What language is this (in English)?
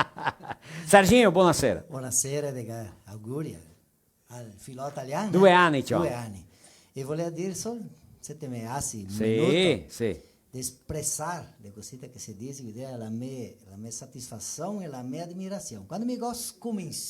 Venetian